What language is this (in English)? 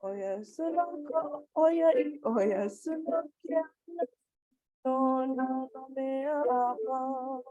Hawaiian